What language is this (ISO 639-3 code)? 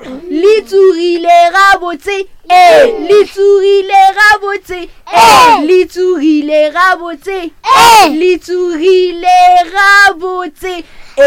nso